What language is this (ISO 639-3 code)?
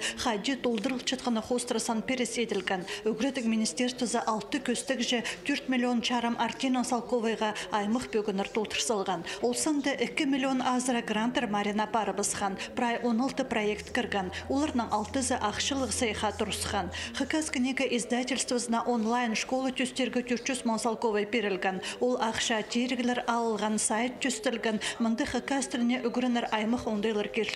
kjh